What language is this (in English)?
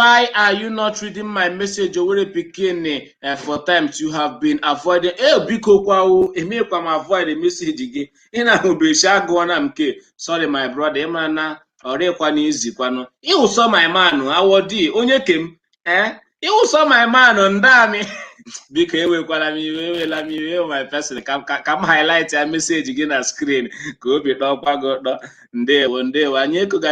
Igbo